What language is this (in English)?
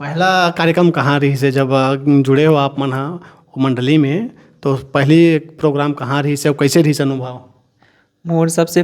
Chhattisgarhi